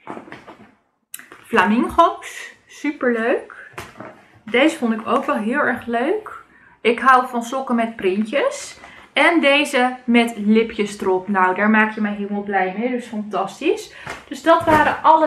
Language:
Dutch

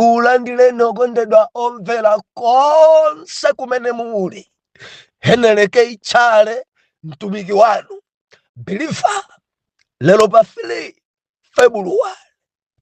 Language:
Nyanja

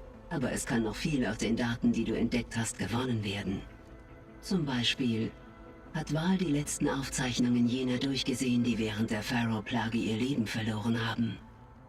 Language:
Bavarian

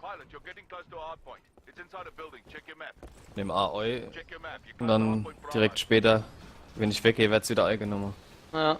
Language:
Palatine German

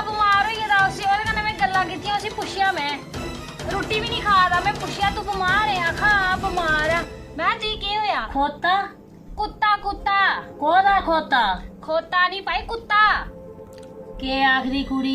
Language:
Dogri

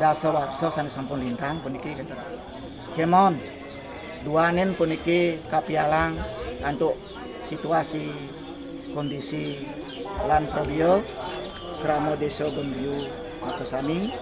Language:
Balinese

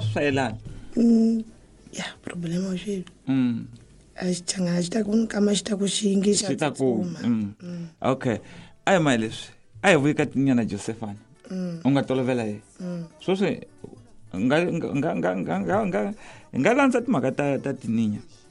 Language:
Tsonga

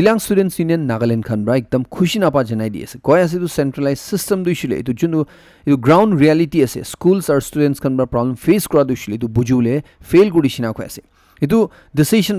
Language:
Naga Pidgin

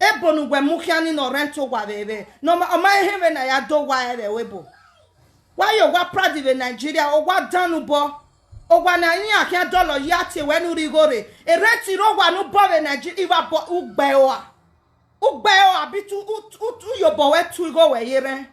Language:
Nigerian Pidgin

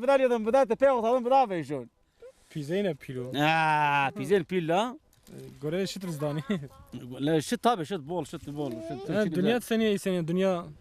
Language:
Zaza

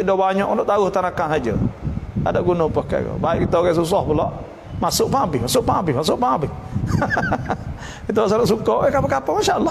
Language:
Malay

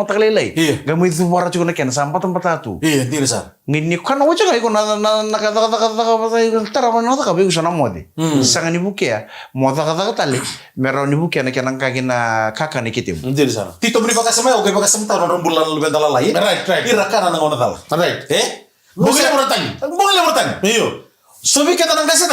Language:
Fijian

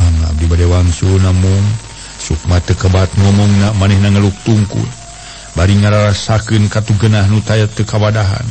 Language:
Sundanese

